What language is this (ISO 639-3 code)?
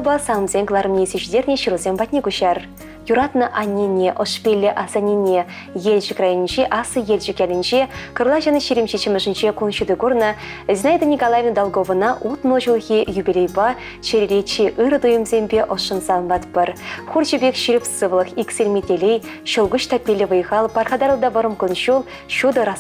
chv